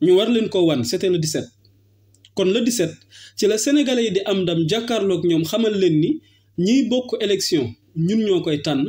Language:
Wolof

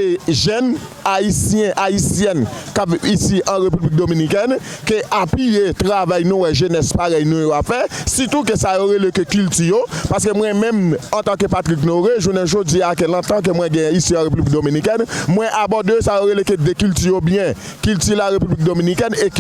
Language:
Haitian Creole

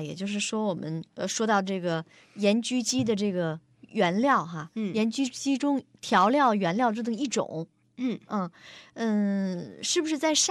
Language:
Chinese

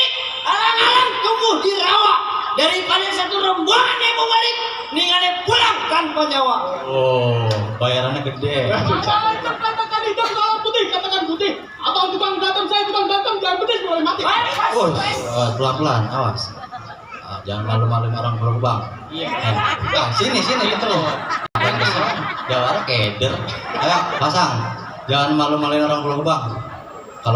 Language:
Betawi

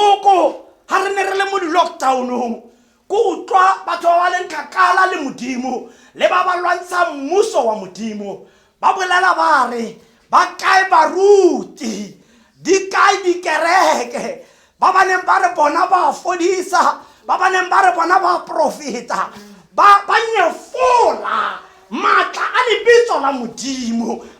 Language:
Tswana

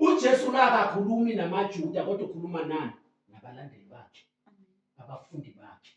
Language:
Zulu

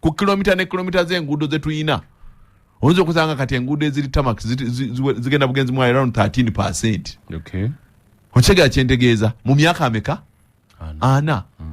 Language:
Ganda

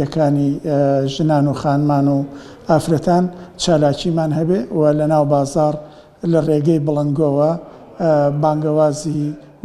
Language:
Central Kurdish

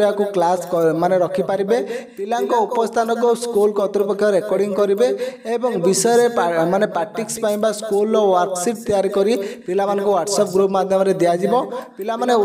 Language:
Odia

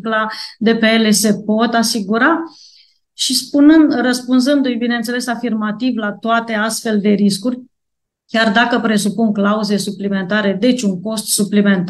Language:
Romanian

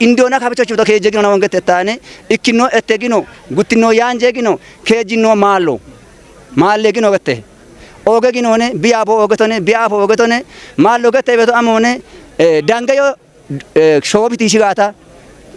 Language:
Kafa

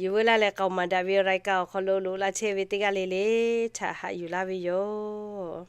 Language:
Lahu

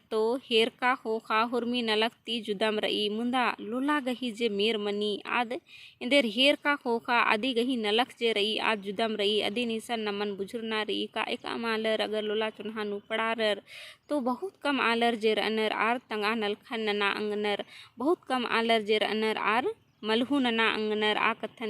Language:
Kurukh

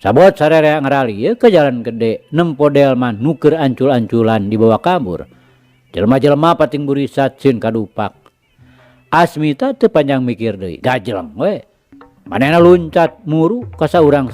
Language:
Sundanese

